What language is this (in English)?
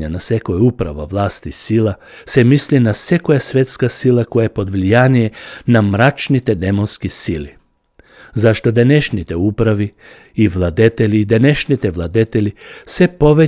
Macedonian